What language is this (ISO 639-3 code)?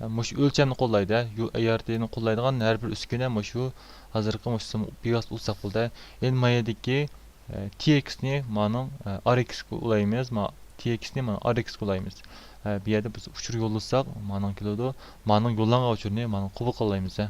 uig